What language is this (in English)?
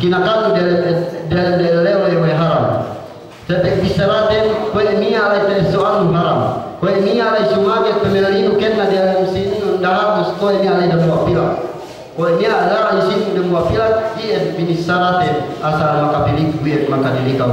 Yakan